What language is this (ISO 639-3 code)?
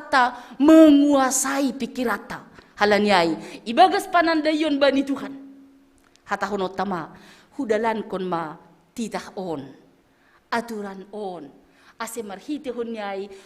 bts